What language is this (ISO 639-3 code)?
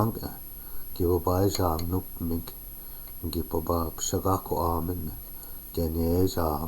ciw